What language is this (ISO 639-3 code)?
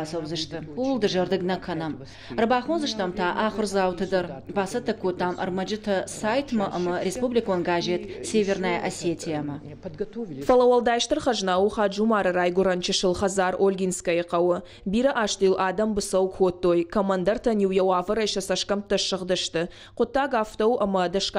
oss